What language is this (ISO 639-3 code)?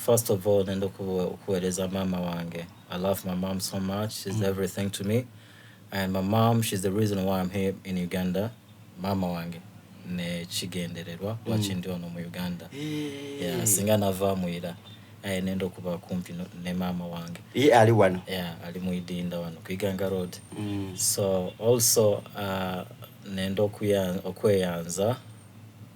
xog